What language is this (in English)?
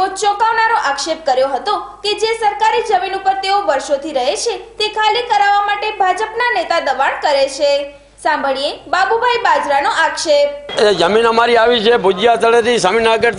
Gujarati